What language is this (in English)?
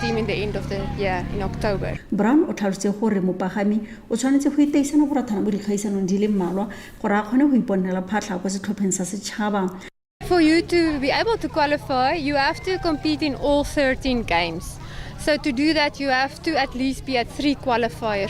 Tswana